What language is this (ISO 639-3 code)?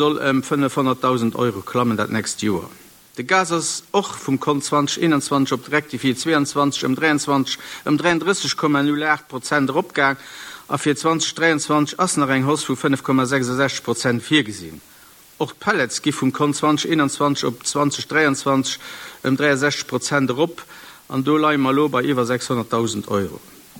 ltz